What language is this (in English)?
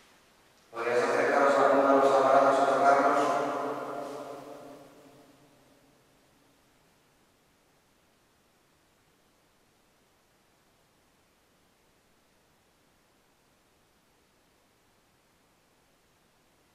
Spanish